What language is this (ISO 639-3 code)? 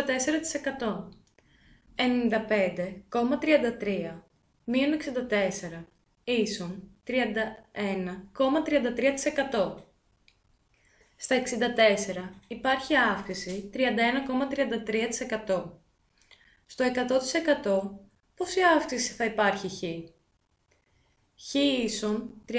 ell